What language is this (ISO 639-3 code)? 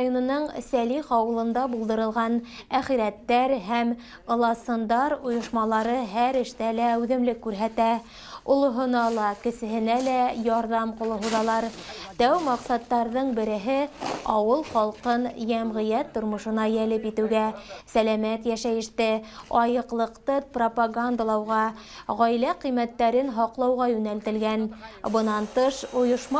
bak